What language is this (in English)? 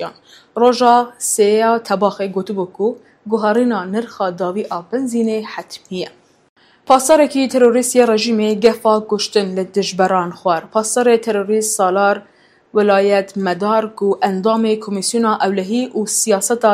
Kurdish